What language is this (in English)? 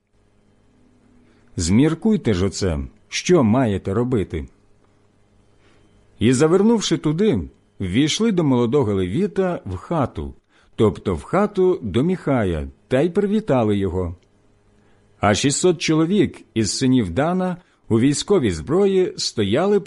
Ukrainian